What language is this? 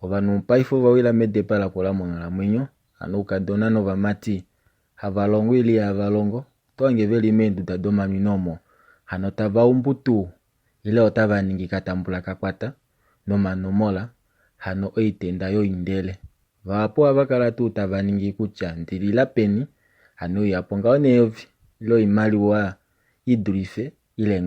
Kuanyama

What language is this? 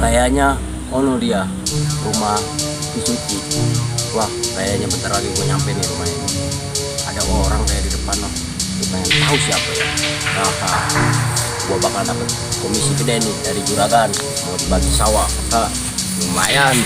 Betawi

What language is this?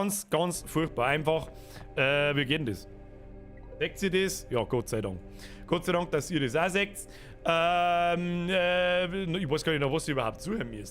Bavarian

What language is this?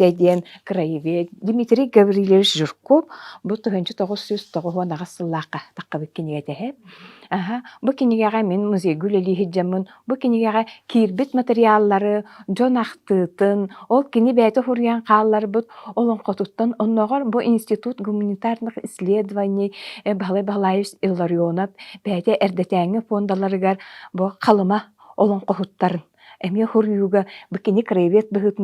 Yakut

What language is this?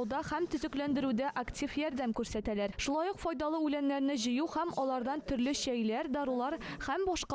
Tatar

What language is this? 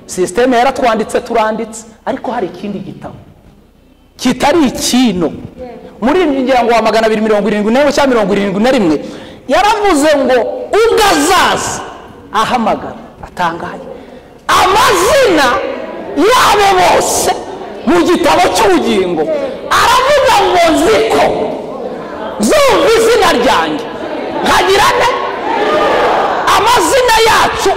Kinyarwanda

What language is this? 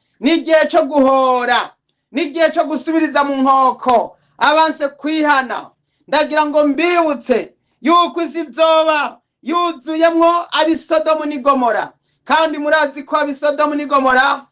Rundi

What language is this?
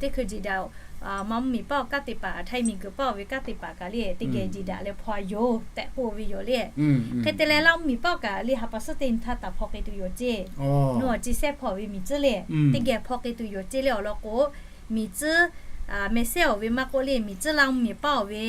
Lahu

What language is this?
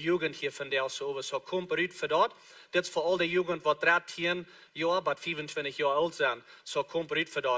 Plautdietsch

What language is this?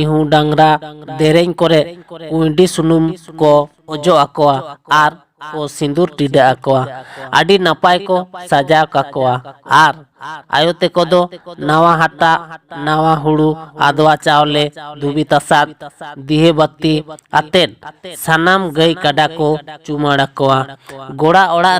Santali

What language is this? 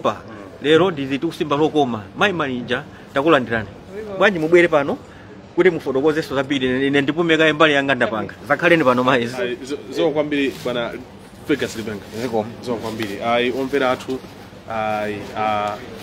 Nyanja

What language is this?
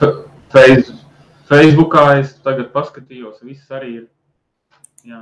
Latvian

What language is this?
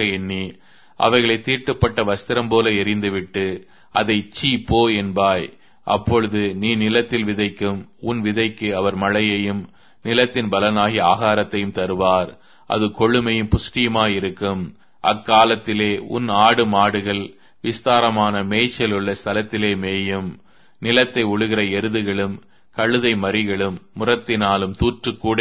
Tamil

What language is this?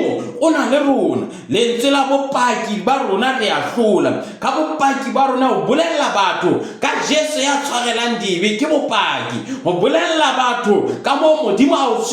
Southern Sotho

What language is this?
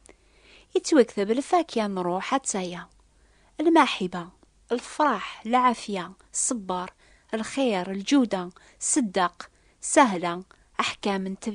Kabyle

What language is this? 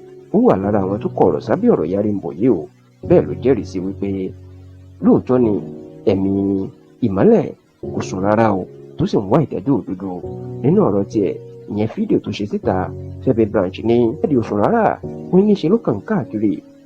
Yoruba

